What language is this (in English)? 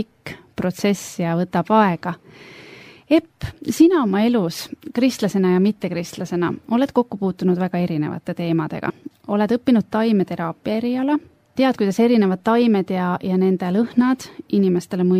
Estonian